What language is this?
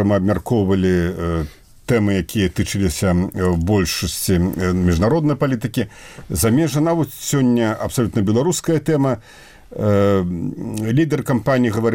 Belarusian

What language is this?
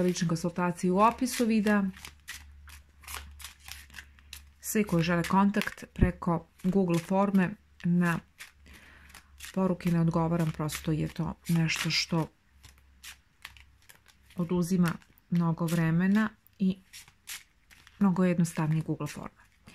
Serbian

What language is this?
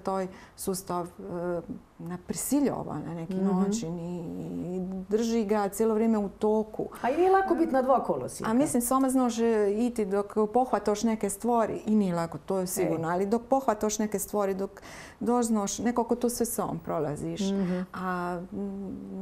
Croatian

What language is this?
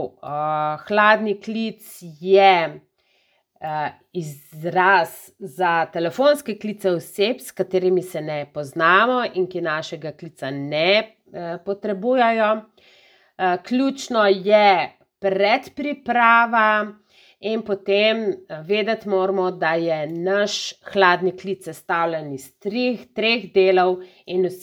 Slovenian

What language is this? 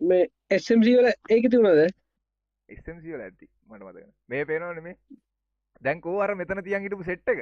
Sinhala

